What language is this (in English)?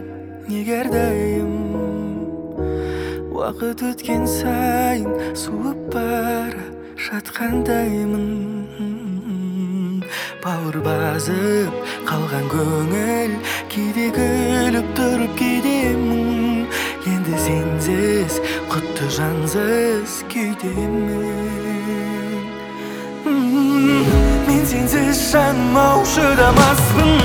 Kazakh